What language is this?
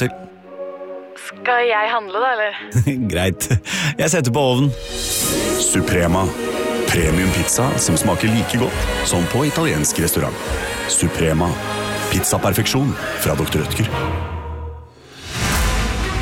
Norwegian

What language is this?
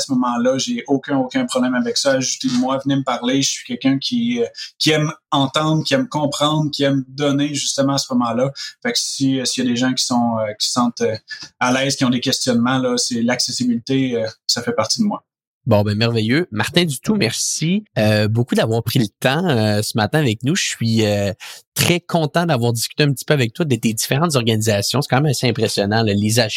French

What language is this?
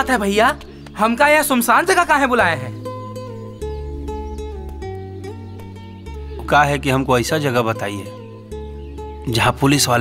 Bhojpuri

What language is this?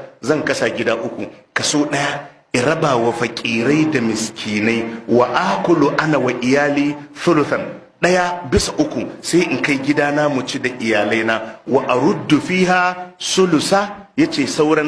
Hausa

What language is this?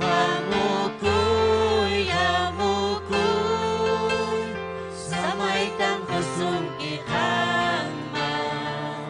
Ayacucho Quechua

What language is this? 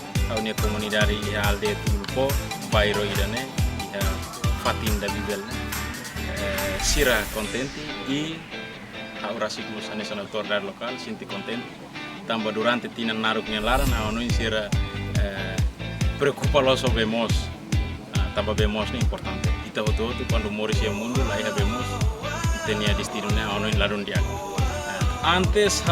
Tetum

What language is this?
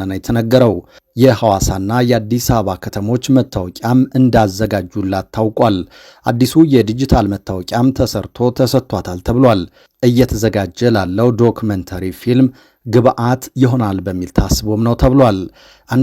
Amharic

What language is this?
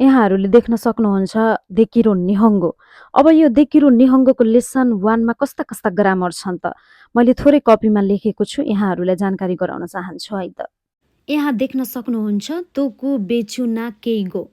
Nepali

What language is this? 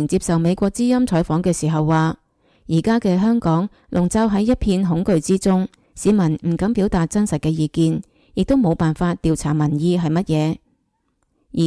Cantonese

